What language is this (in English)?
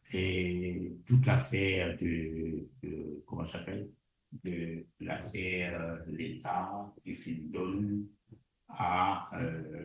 Morisyen